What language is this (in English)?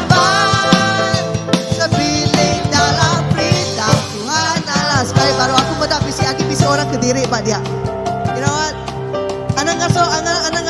Iban